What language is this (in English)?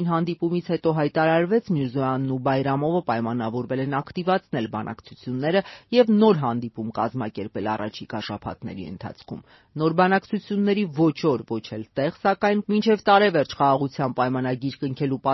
Armenian